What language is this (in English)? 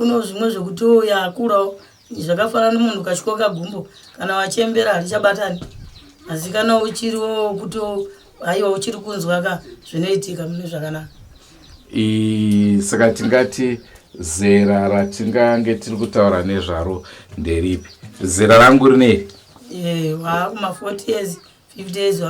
Shona